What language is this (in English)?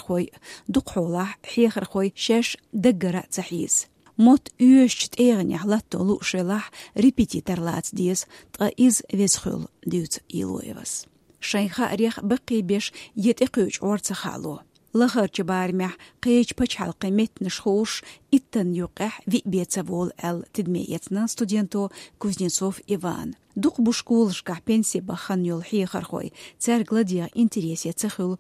Chechen